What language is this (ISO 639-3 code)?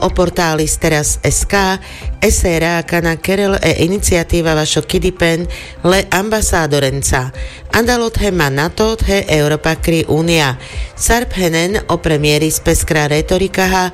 rmc